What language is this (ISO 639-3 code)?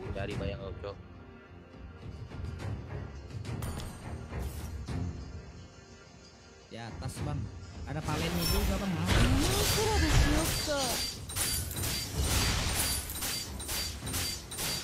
ind